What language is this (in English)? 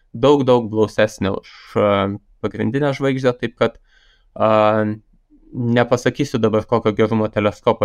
Lithuanian